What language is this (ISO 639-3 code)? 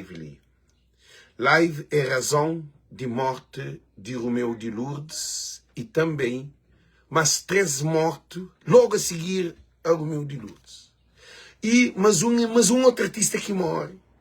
kea